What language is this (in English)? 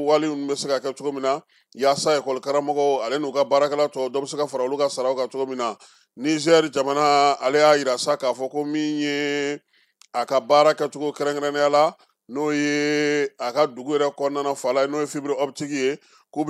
Bambara